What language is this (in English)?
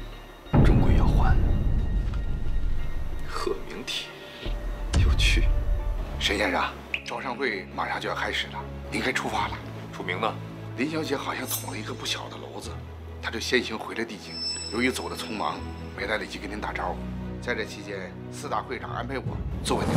Chinese